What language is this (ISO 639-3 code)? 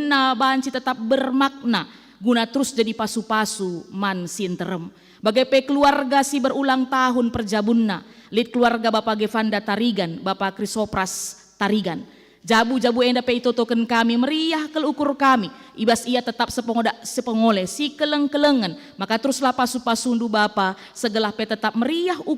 btx